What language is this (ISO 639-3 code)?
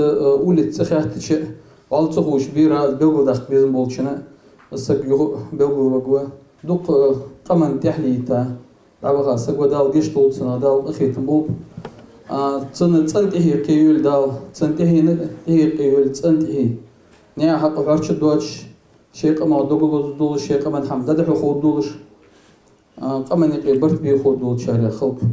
inh